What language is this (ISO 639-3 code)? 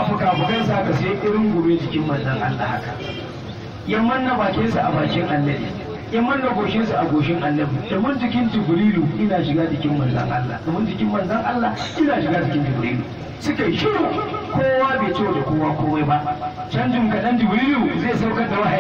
hau